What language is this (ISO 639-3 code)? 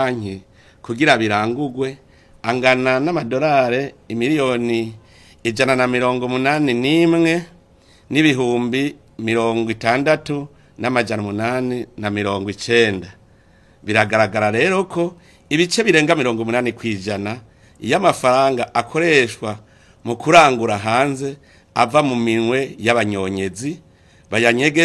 run